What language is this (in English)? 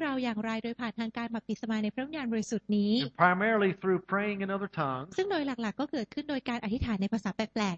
Thai